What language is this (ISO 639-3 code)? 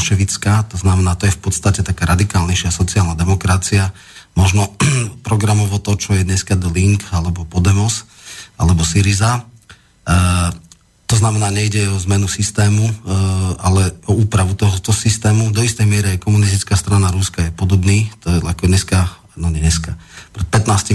slk